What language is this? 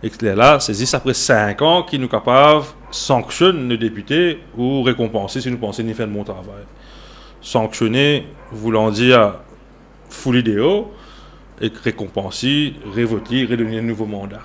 Morisyen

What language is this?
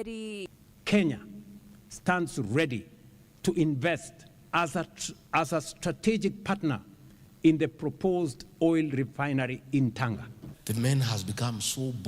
Meru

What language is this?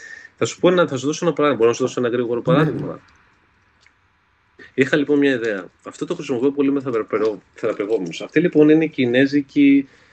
Greek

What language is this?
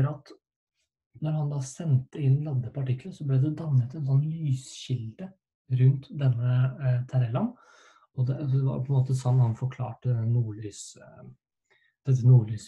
Norwegian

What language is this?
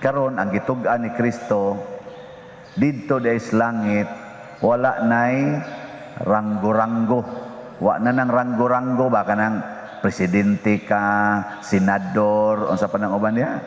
Cebuano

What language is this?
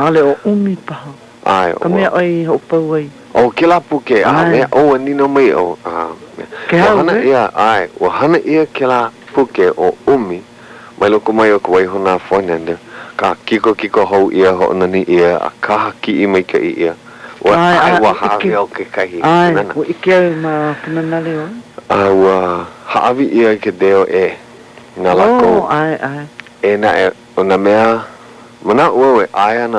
Hawaiian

